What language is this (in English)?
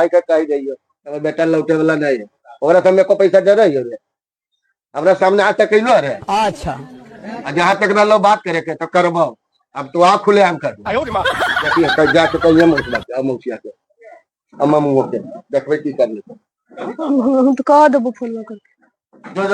Magahi